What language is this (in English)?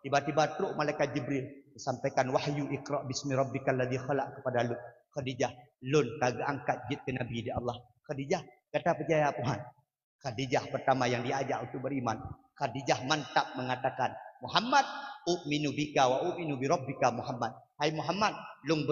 Achinese